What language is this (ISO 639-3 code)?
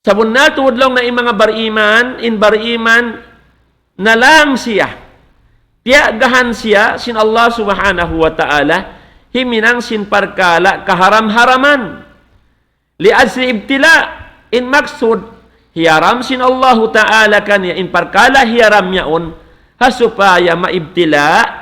tsg